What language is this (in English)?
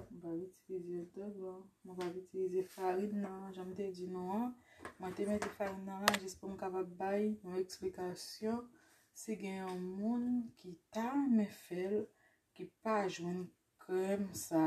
Haitian Creole